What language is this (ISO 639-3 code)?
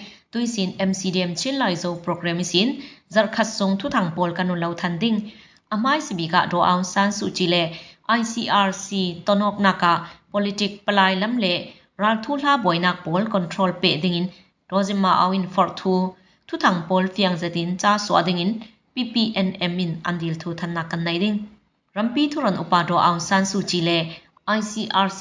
cfm